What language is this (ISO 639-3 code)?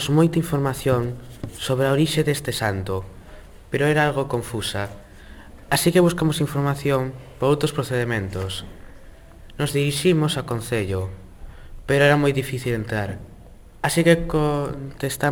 glg